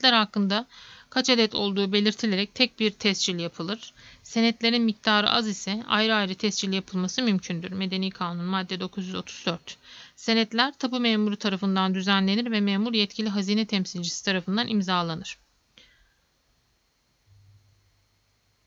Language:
Turkish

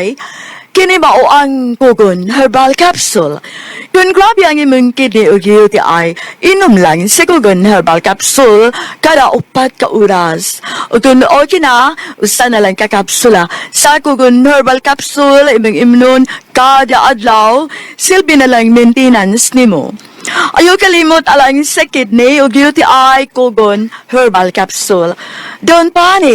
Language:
Cebuano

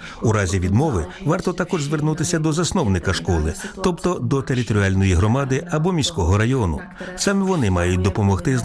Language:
Ukrainian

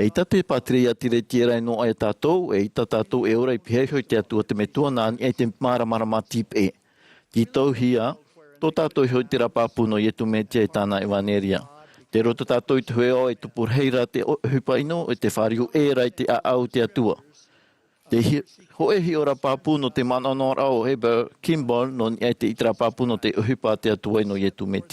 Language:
Tahitian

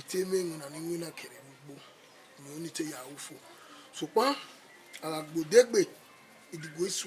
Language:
Bini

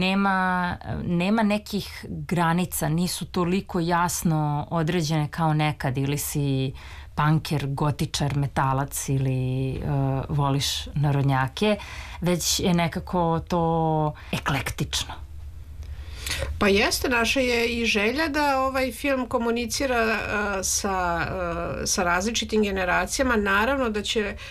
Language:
Serbian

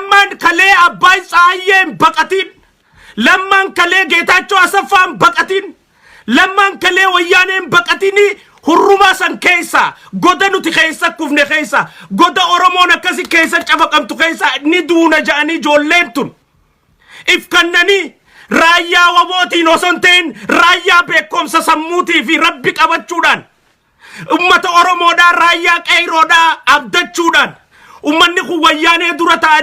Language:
Oromo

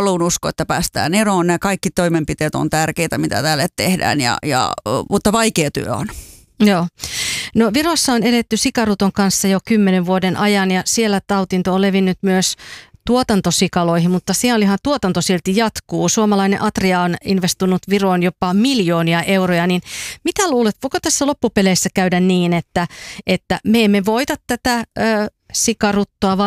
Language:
Finnish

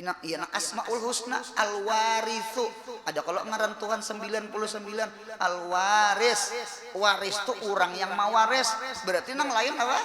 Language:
Banjar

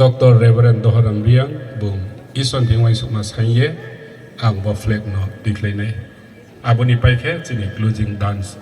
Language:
Riang (India)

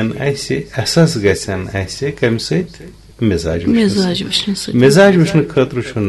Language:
Kashmiri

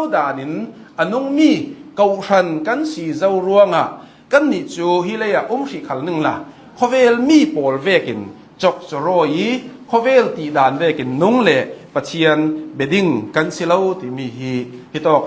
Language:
Hakha Chin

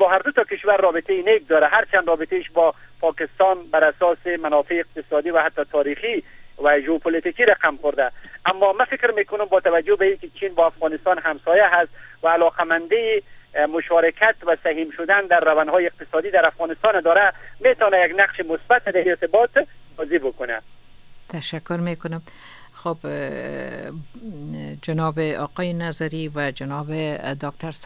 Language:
Persian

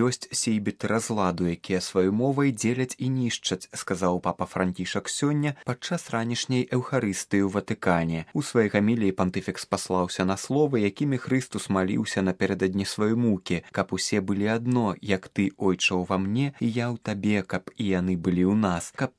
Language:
Belarusian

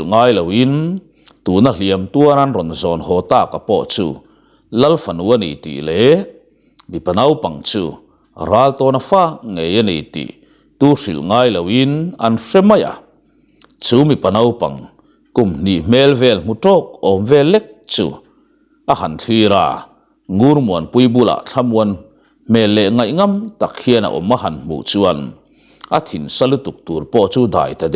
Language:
Mizo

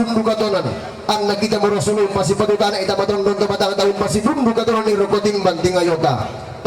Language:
Toraja-Sa'dan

